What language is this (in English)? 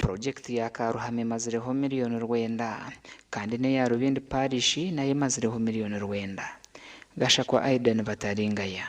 Nyankole